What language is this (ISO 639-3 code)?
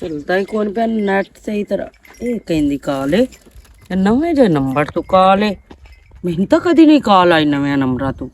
lah